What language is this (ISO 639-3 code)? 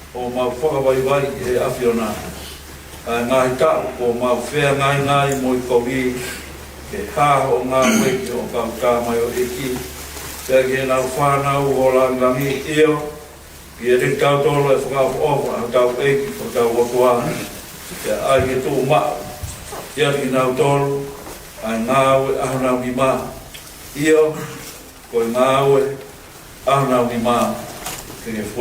ton